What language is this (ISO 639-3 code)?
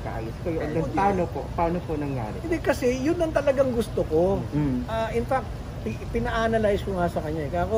fil